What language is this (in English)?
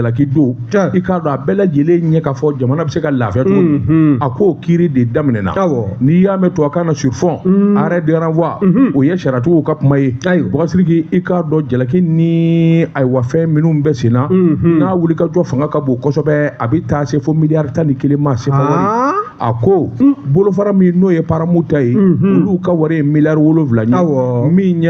Bambara